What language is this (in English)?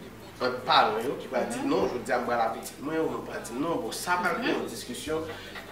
Haitian Creole